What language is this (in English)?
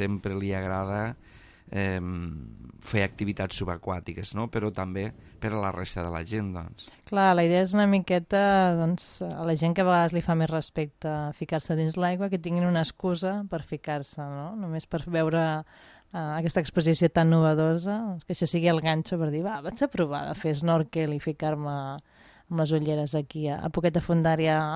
Catalan